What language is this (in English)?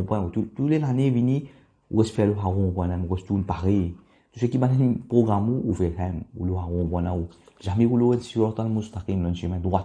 Morisyen